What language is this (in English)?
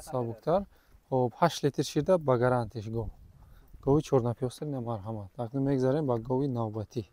Tajik